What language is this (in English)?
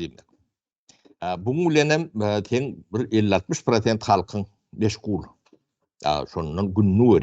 Turkmen